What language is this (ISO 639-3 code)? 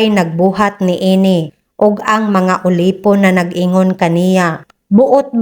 ceb